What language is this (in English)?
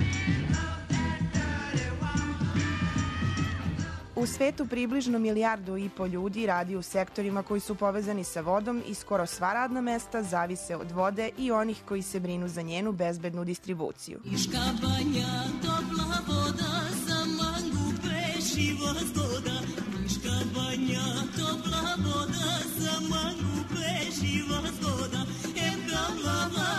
Serbian